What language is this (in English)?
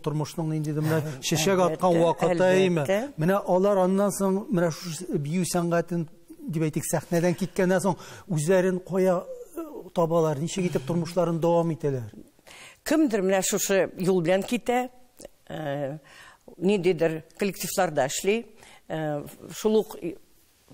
Tatar